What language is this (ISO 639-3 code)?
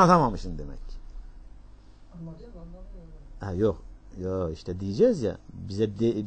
tur